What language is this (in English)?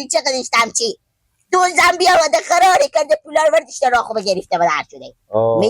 Persian